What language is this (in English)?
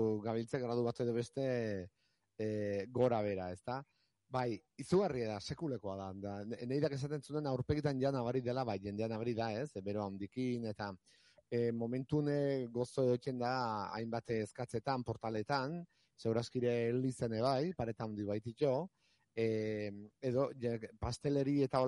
Basque